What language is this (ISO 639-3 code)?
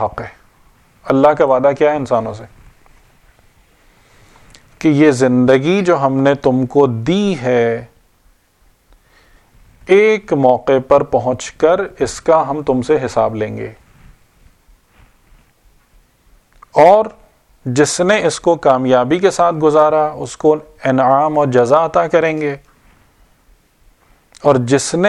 urd